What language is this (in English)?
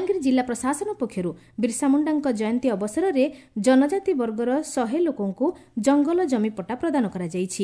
Odia